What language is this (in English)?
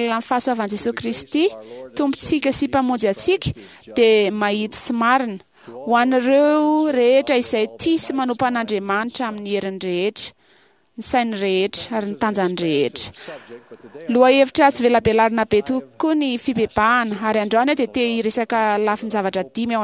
Malagasy